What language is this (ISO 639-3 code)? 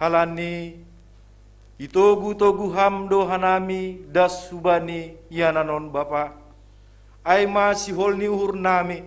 bts